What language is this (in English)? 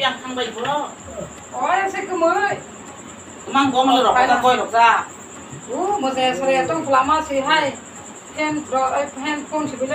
Kok Borok